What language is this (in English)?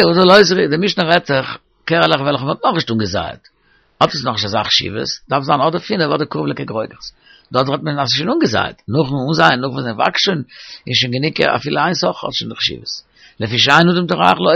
Yiddish